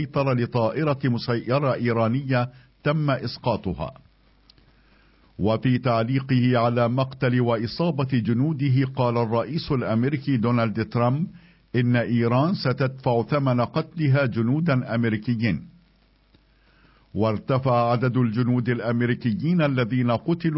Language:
Arabic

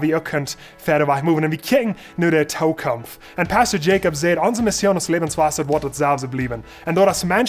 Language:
Plautdietsch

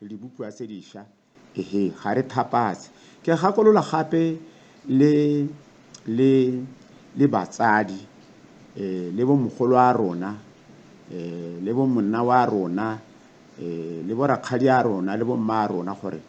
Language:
Tswana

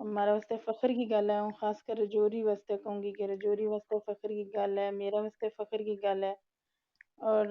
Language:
Gujari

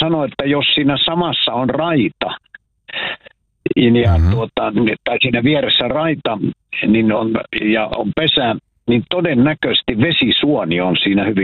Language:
Finnish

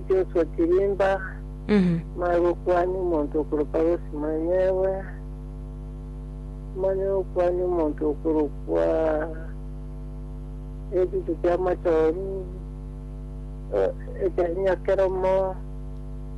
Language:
Gusii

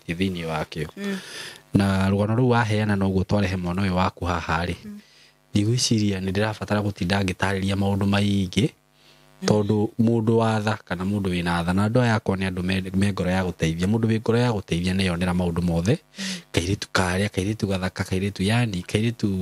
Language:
Kikuyu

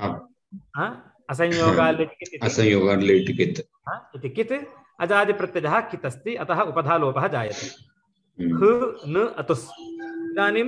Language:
Sanskrit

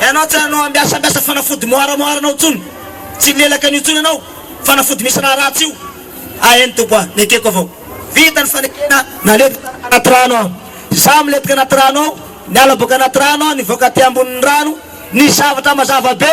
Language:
Malagasy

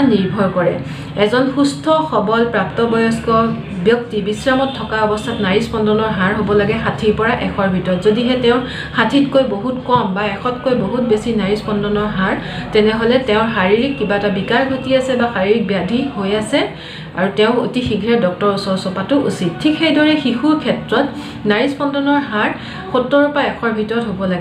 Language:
Assamese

